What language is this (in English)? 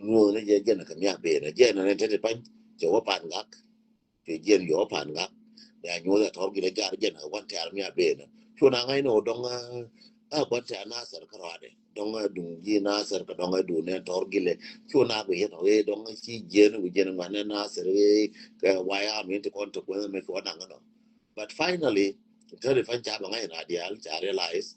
Nuer